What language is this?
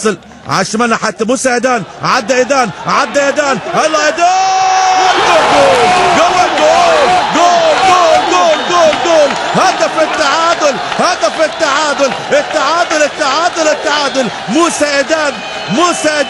Egyptian Arabic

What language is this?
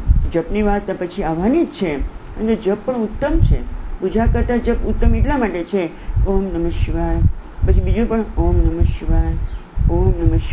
Gujarati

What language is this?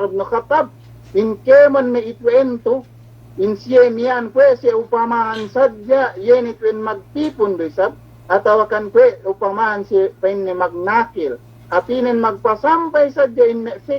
Yakan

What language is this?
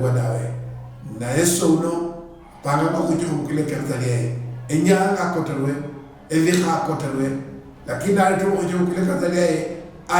Luyia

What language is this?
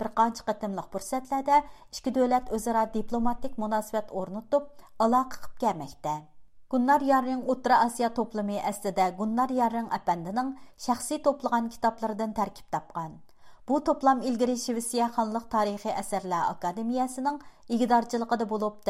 Uyghur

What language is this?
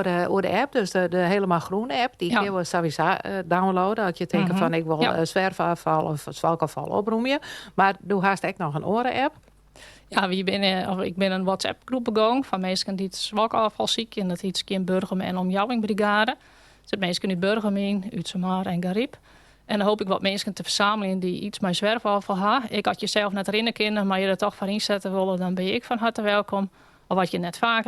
Western Frisian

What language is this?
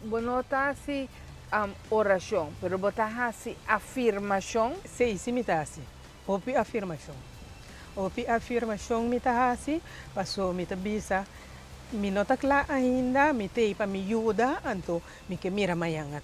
Papiamento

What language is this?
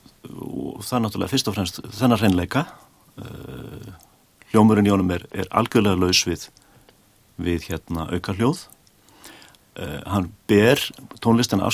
Icelandic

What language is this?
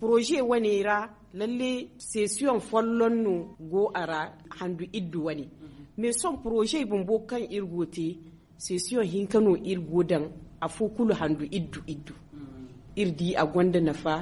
Zarma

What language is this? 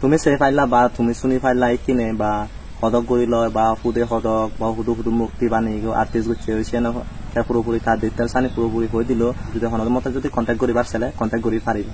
Chakma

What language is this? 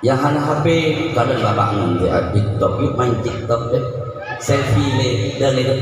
Achinese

